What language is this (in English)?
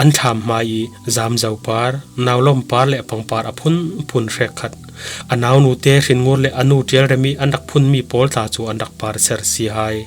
Falam Chin